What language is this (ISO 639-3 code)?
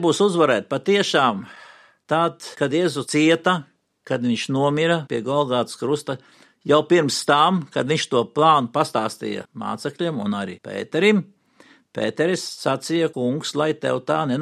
lav